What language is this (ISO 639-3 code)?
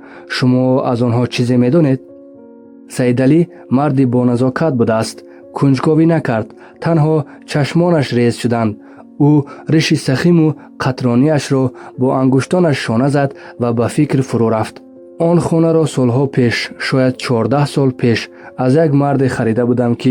tgk